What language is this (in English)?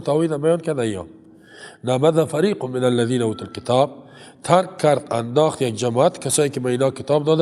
Persian